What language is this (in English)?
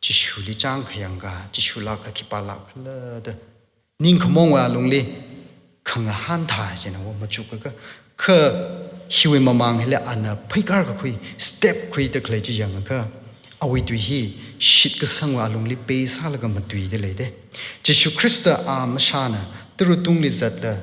Tangkhul Naga (India)